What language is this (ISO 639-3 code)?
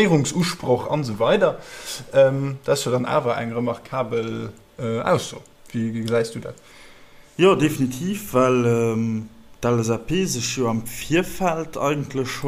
ltz